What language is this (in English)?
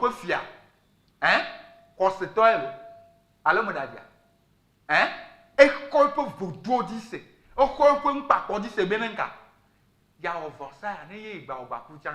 Ewe